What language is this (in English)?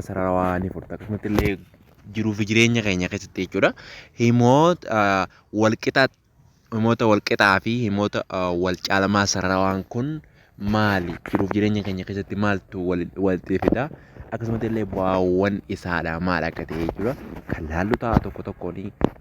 Oromo